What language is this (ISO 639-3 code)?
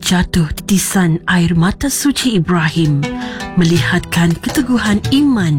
msa